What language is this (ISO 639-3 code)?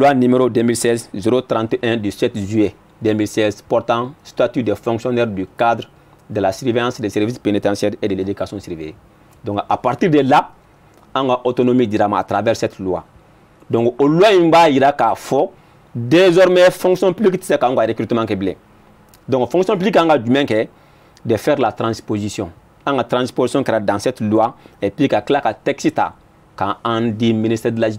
bam